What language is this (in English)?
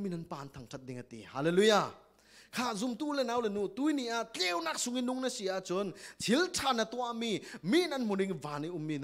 Falam Chin